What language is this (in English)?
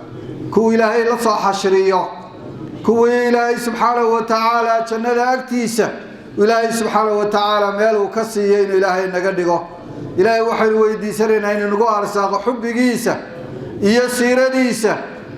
Somali